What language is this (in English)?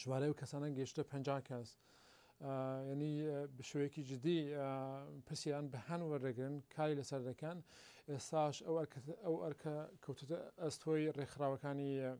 Central Kurdish